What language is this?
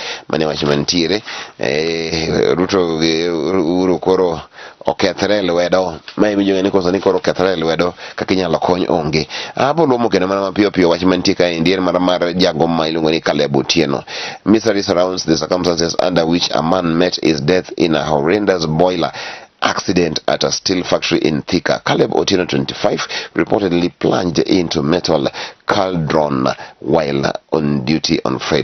Luo (Kenya and Tanzania)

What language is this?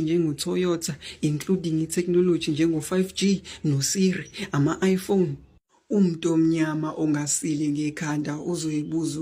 Zulu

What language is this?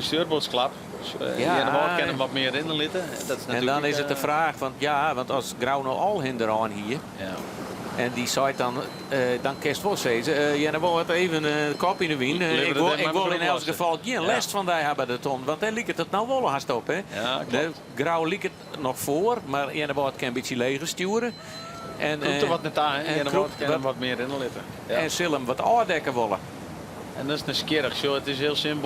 Western Frisian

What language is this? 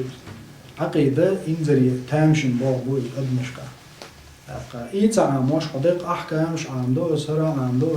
Chechen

